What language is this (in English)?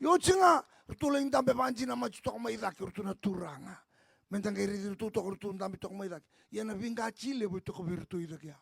Fijian